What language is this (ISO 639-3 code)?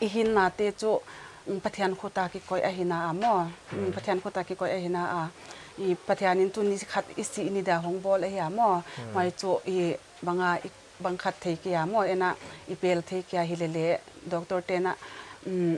pck